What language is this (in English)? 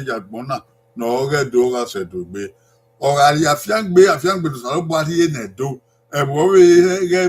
Bini